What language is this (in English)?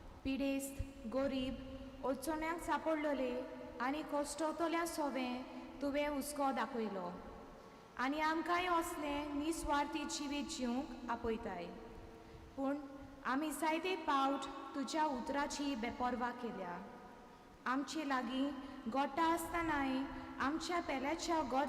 Konkani